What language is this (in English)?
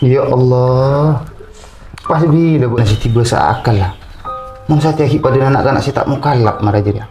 Madurese